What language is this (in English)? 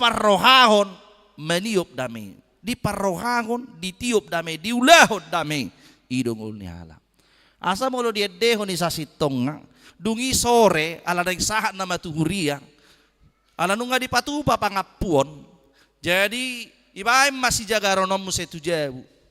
Batak Toba